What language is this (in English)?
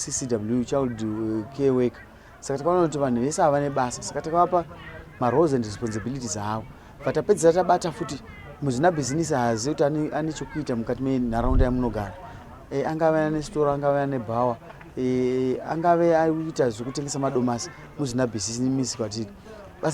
Shona